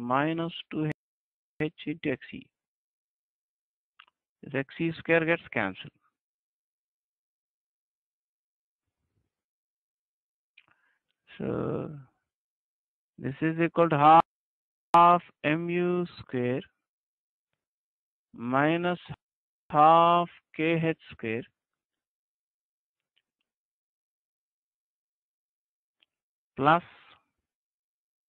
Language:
English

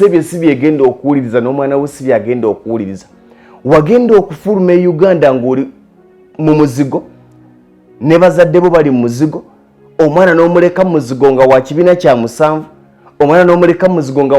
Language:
Ganda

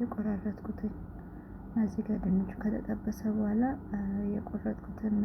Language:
Amharic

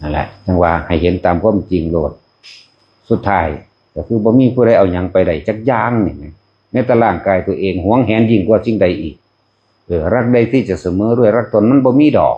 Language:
Northeastern Thai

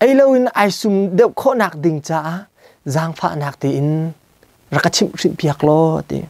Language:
Hakha Chin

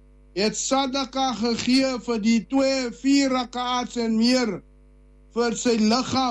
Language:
Afrikaans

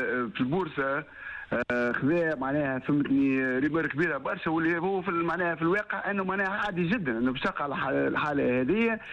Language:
Tunisian Arabic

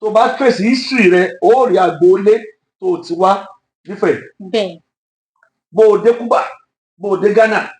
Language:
Yoruba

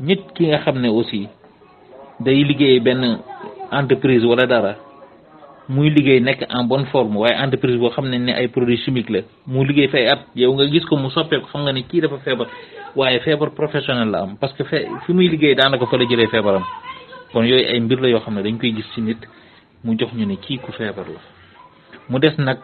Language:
Wolof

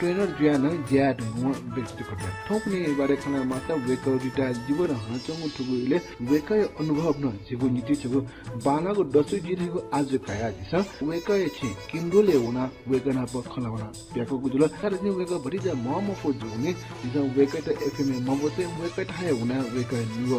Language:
Newari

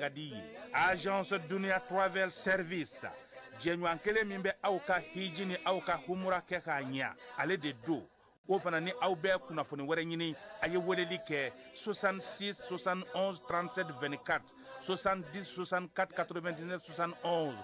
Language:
Bambara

